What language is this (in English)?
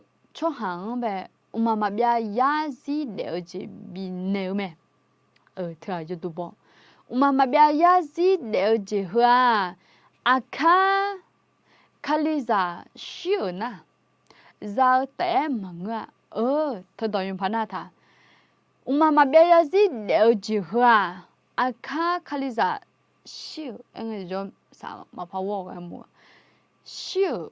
Akha